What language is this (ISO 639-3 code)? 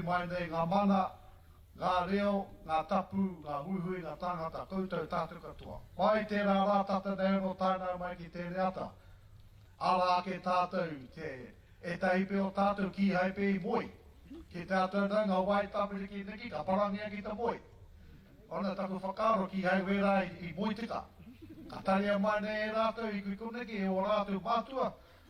mri